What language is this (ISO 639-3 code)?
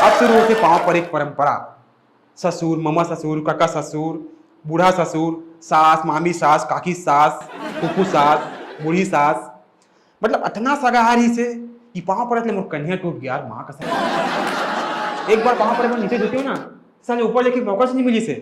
hne